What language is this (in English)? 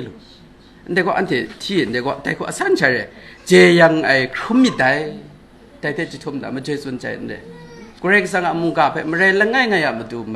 Kachin